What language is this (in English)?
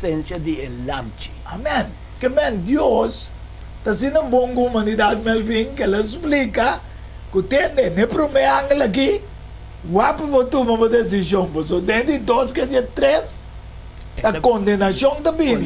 Papiamento